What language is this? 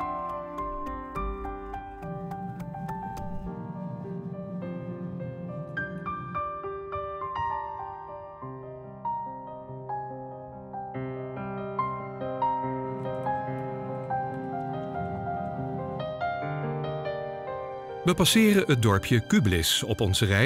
Dutch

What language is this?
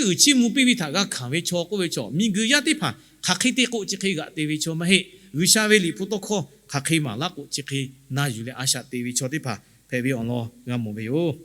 Lahu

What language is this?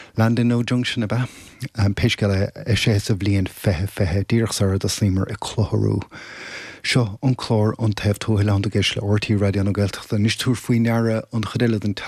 Irish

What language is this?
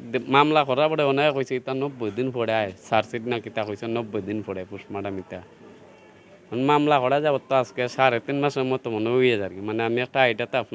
Sylheti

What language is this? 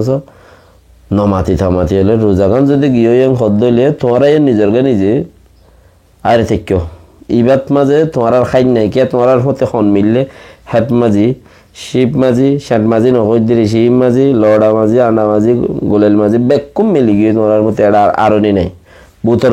Rohingya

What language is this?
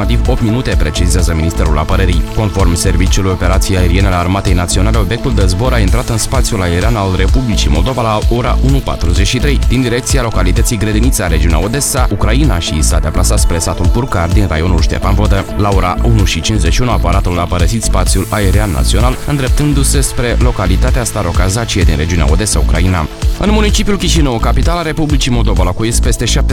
Romanian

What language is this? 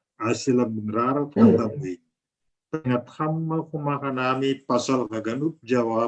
Batak Simalungun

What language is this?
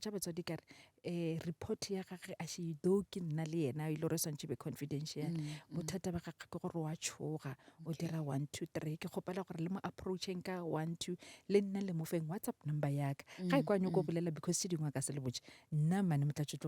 Northern Sotho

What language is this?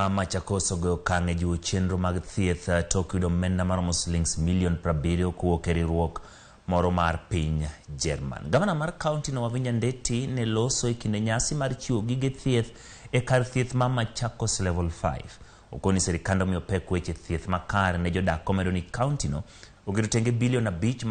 Luo (Kenya and Tanzania)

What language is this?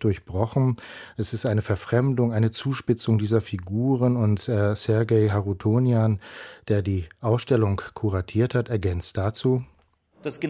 German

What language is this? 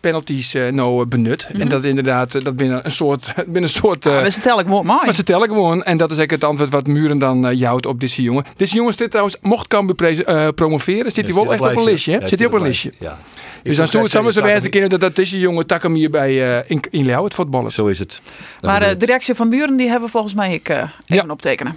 Western Frisian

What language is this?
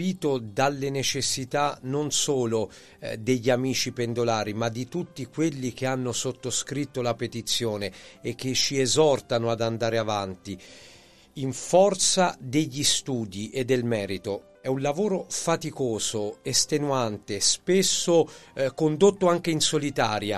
Italian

